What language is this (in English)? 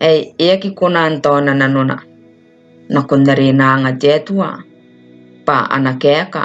Gilbertese